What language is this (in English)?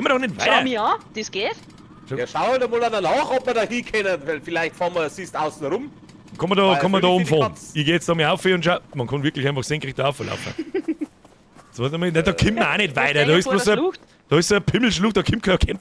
Bavarian